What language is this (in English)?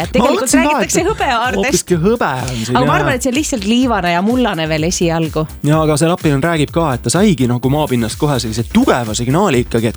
Estonian